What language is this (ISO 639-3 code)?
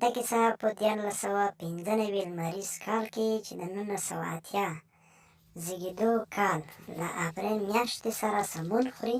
pus